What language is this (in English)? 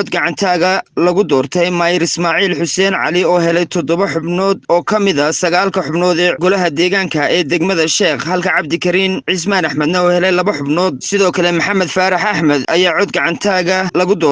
Somali